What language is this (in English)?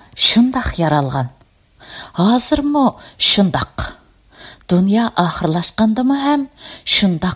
Uyghur